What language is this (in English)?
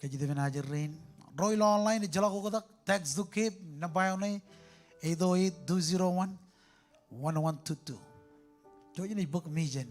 Marshallese